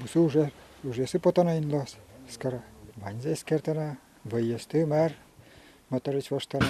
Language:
Udmurt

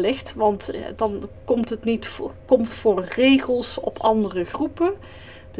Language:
Dutch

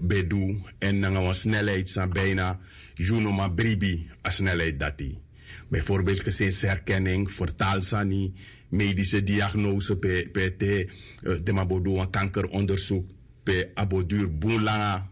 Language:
Sranan Tongo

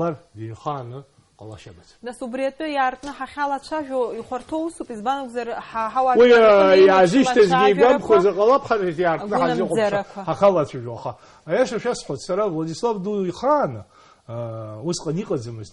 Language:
Abkhazian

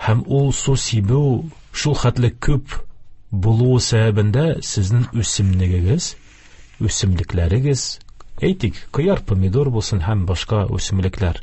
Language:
Tatar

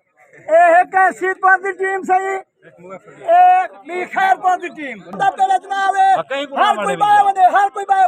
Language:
Saraiki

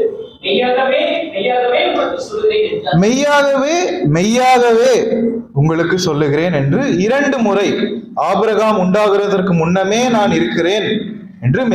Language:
Tamil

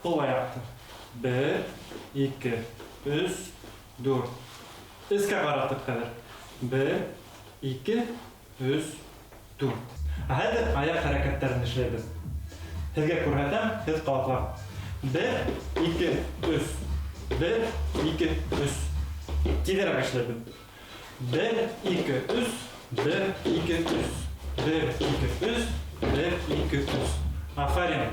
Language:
Bashkir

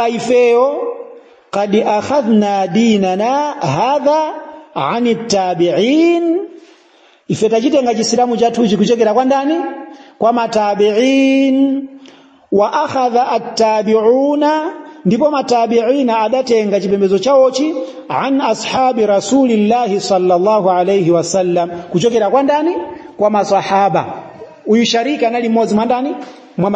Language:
Nyanja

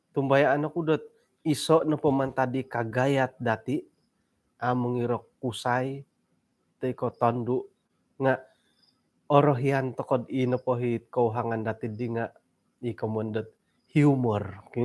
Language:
Central Dusun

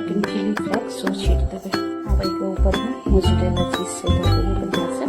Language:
Maithili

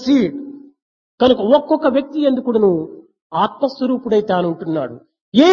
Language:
Telugu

